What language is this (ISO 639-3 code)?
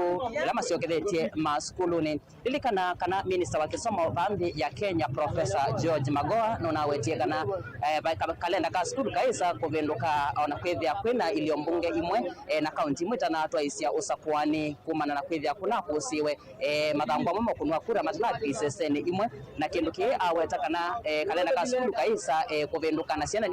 kam